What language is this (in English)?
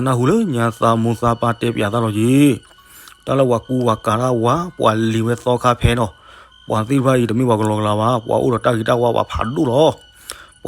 S'gaw Karen